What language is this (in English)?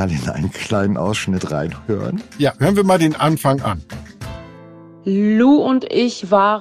German